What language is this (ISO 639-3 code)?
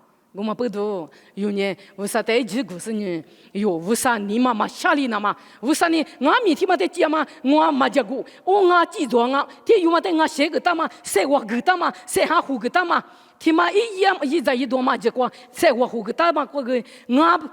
lis